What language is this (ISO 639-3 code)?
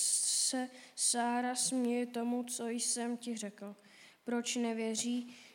ces